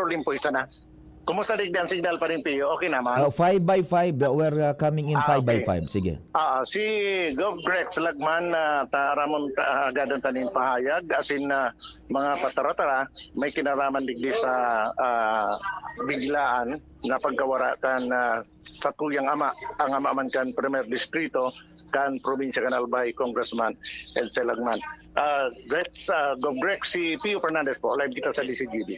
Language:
Bikol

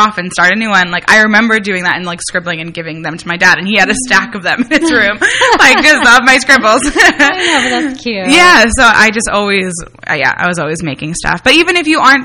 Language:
English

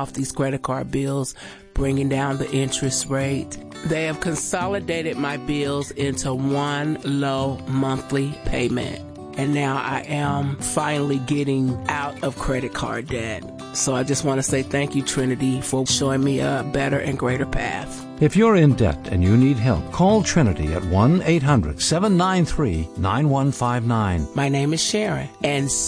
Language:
English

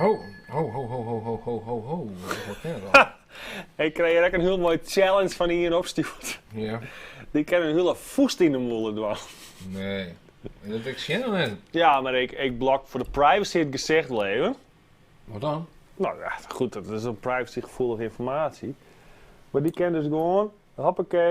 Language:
Western Frisian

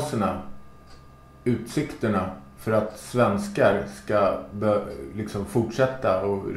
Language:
Swedish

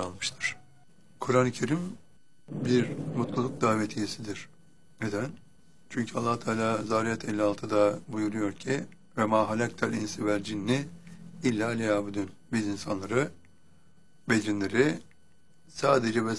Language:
Turkish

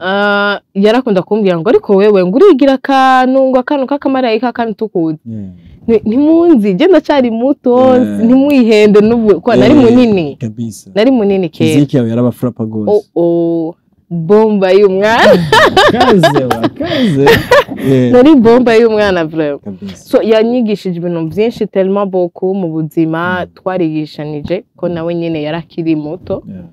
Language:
Rundi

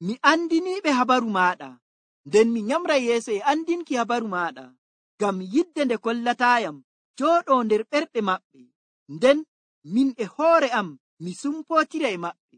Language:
Nigerian Fulfulde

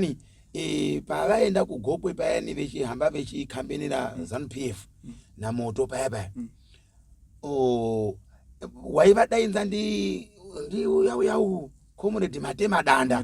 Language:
Shona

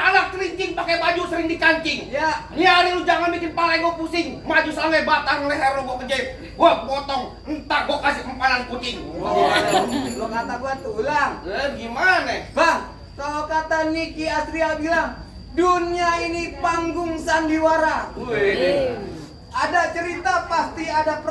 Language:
Betawi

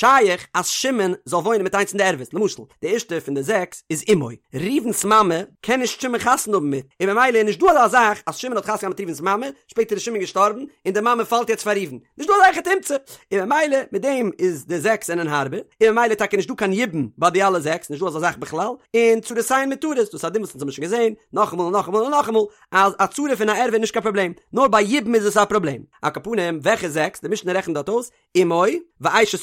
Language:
Yiddish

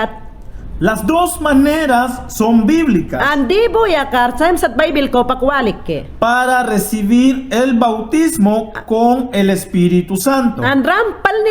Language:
Mayangna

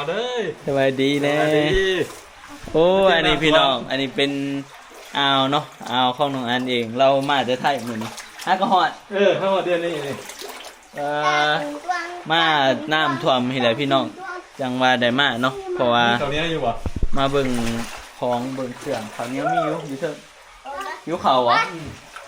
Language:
Northeastern Thai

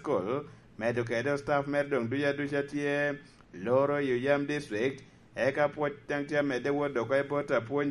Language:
Lango (Uganda)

